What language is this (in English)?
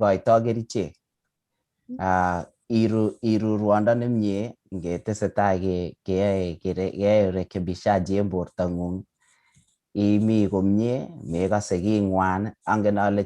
Kalenjin